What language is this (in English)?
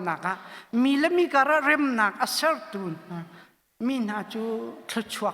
Hakha Chin